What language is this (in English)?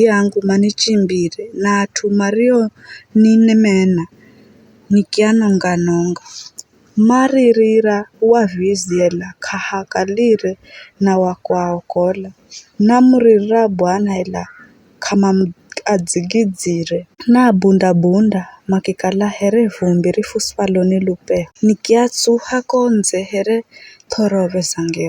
Giryama